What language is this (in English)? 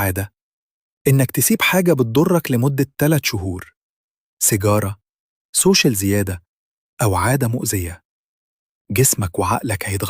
Egyptian Arabic